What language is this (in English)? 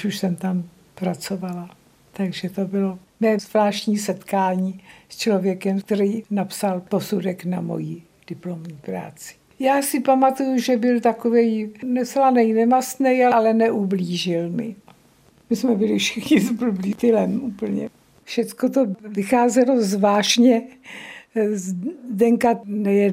Czech